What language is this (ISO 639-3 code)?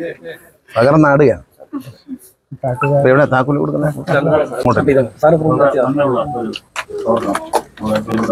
mal